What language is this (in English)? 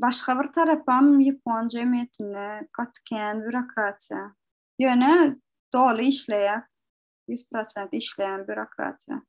Turkmen